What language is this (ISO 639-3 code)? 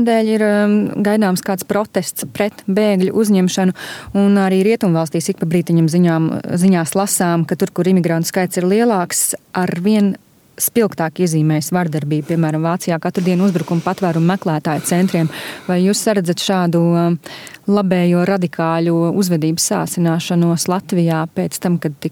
lav